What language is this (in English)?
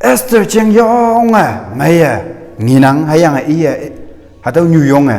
Konyak Naga